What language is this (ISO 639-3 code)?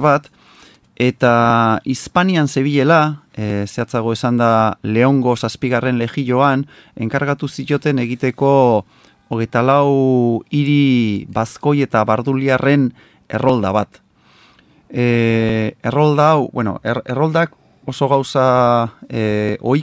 eus